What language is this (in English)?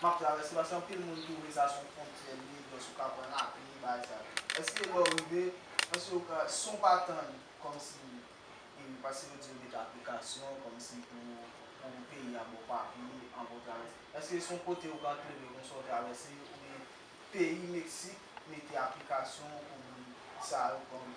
Haitian Creole